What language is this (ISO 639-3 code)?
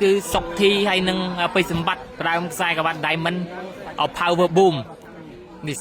khm